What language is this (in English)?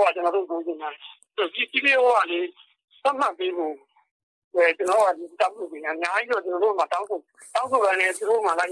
Burmese